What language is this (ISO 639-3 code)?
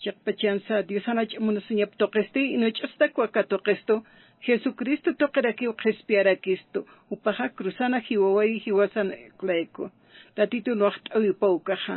aym